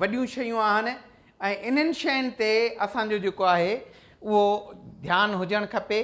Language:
Sindhi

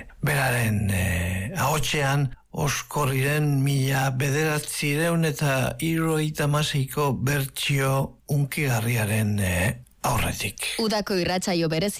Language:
Basque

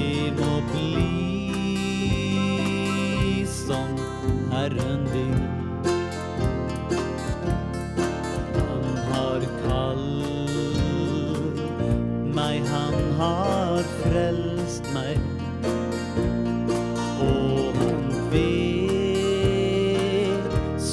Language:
Norwegian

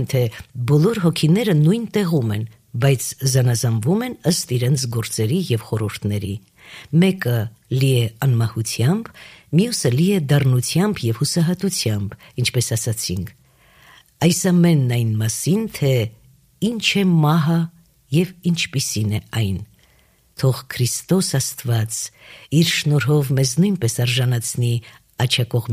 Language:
Armenian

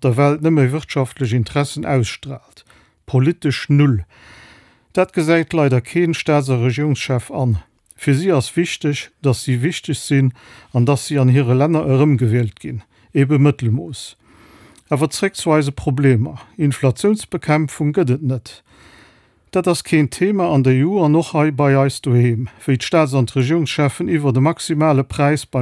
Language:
Luxembourgish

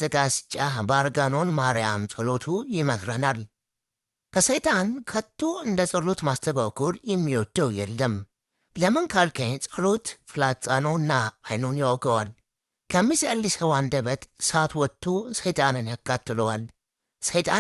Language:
Amharic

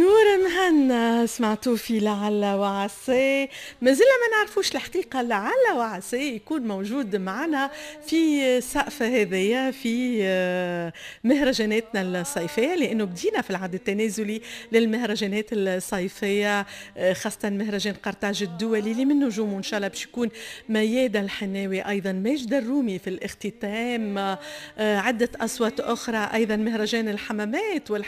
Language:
Tunisian Arabic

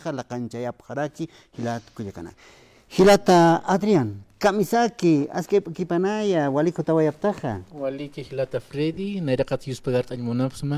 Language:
Aymara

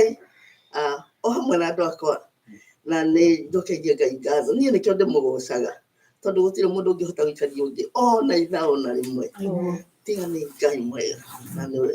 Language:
Kikuyu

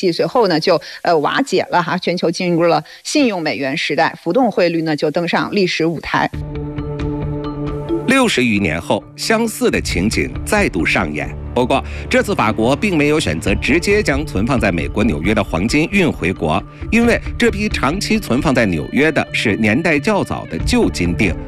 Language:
Chinese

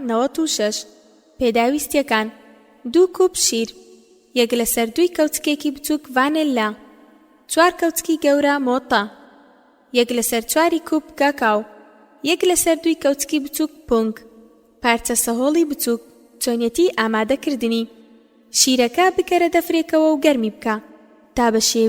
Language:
Central Kurdish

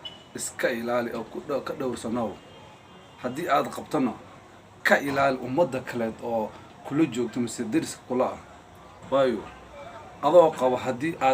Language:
Somali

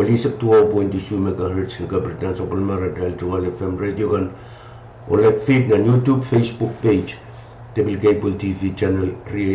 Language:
Pohnpeian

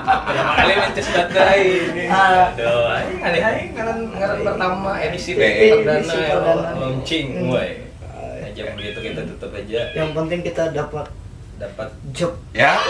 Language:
Banjar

